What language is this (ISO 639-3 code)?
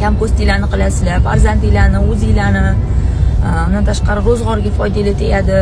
uzb